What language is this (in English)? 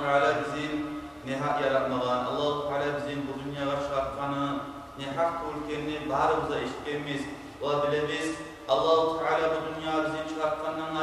Kumyk